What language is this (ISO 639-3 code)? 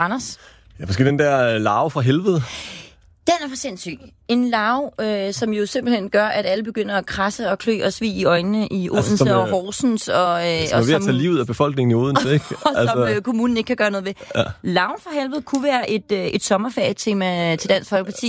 dan